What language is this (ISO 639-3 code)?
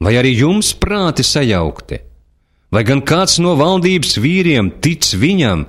lav